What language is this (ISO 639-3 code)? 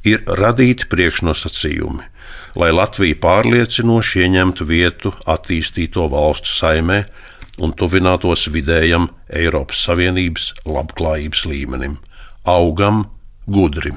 lav